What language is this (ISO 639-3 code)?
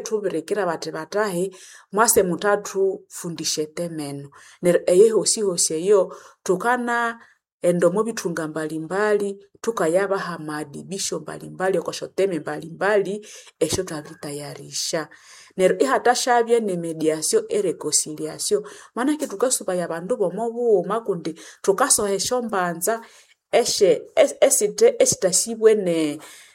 nnb